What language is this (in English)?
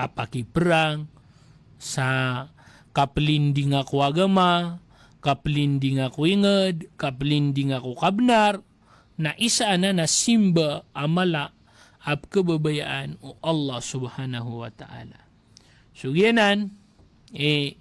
Maranao